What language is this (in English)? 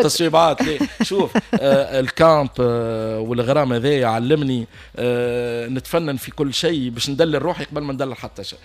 Tunisian Arabic